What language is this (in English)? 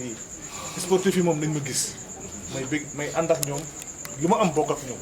Wolof